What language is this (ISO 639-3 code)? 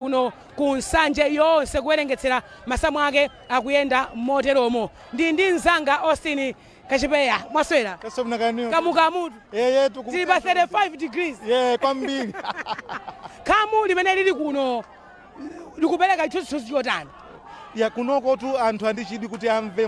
nya